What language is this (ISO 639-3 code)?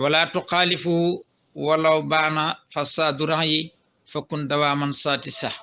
wol